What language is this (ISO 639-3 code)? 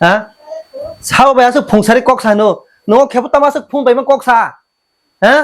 trp